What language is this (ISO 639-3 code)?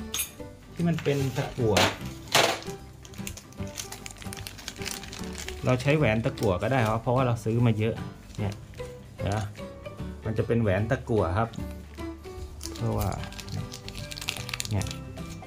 tha